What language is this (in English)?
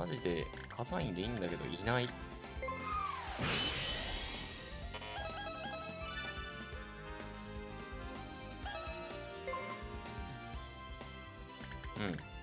Japanese